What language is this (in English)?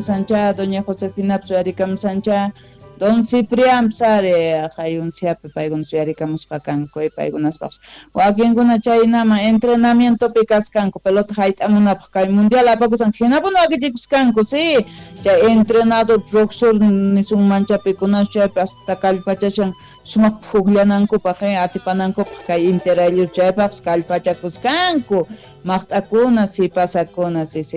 South Bolivian Quechua